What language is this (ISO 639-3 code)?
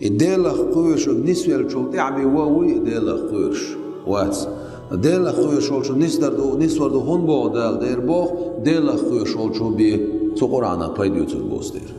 che